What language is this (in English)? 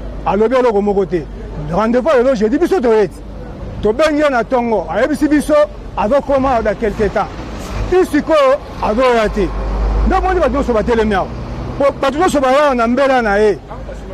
Lingala